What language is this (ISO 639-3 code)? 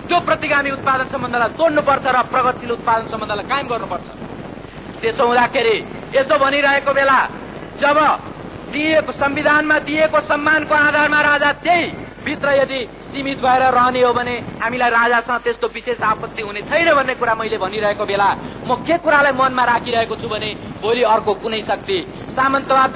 nep